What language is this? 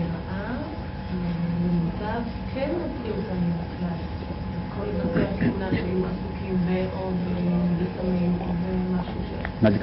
Hebrew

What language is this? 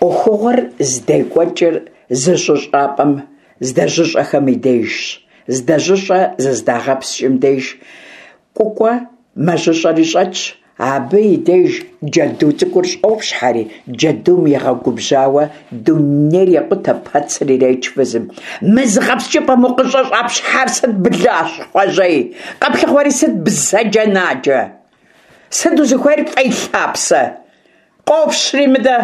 Kabardian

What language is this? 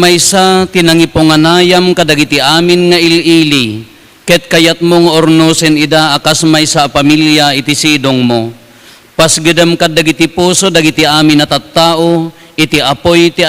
Iloko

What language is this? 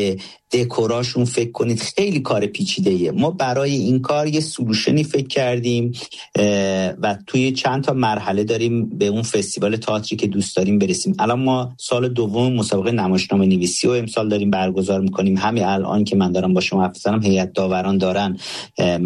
Persian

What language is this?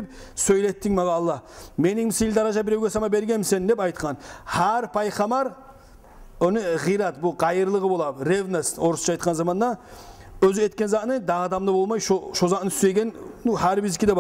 Kumyk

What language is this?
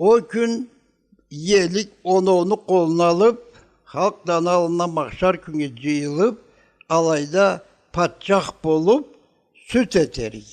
Karachay-Balkar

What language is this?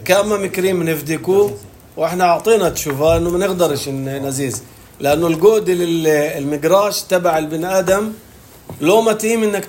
North Levantine Arabic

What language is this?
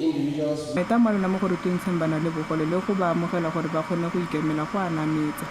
Tswana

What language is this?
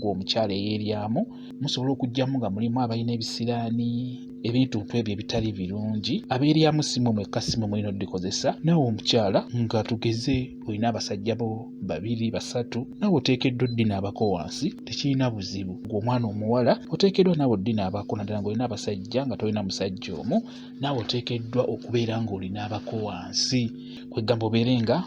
Ganda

